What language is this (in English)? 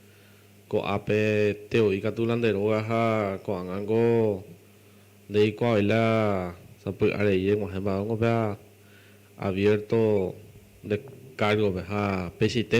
Guarani